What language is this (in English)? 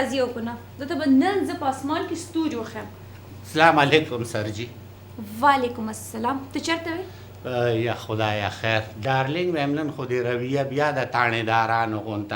Pashto